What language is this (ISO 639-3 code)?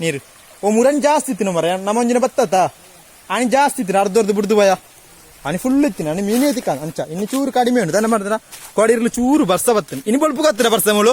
tcy